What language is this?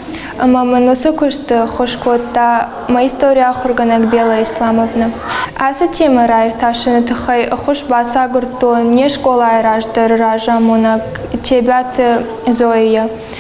Ossetic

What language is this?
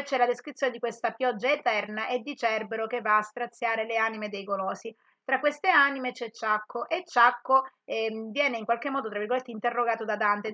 Italian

